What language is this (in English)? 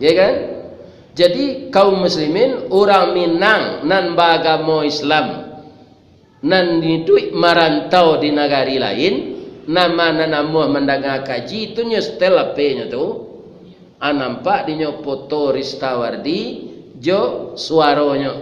Minangkabau